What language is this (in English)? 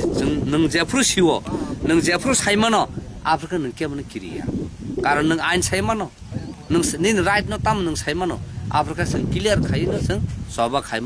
Kok Borok